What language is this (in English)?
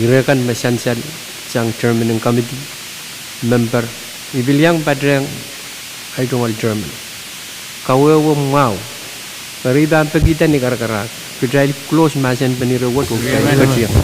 Pohnpeian